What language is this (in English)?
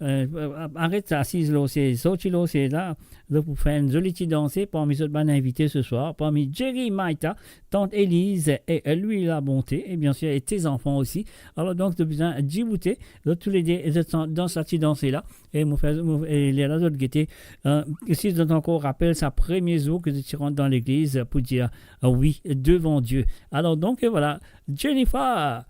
Morisyen